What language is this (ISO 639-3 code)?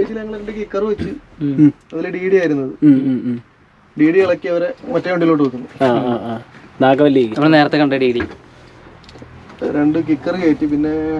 mal